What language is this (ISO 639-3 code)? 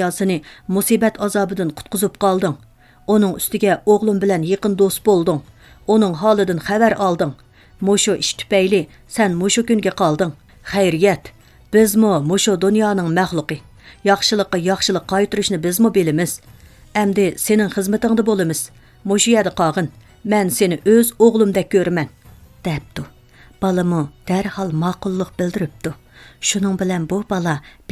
uig